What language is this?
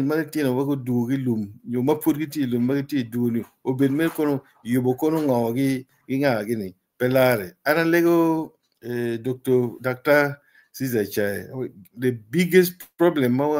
Acoli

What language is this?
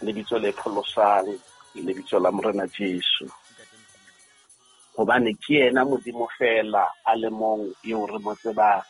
Southern Sotho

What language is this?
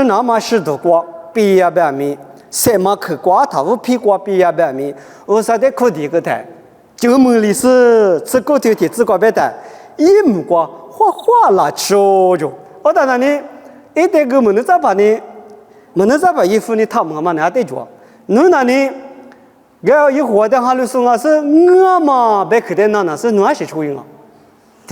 Lisu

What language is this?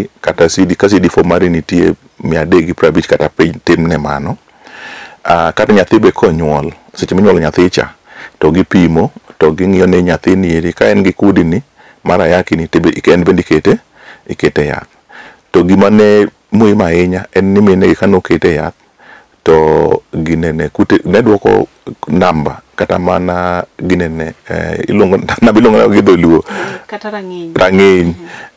Luo (Kenya and Tanzania)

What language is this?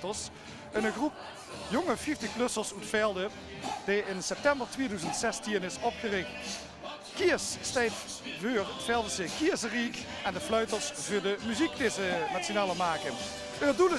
Limburgish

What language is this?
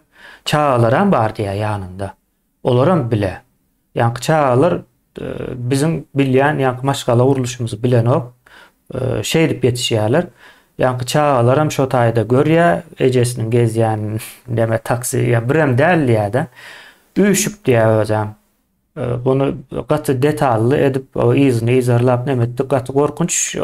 Turkmen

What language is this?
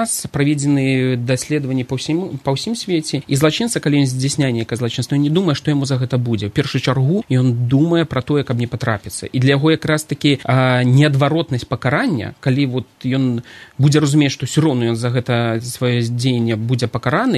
Belarusian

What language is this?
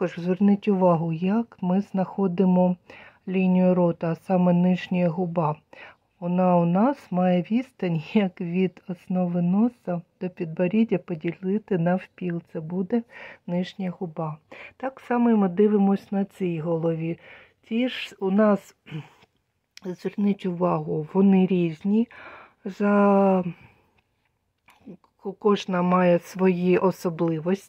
Ukrainian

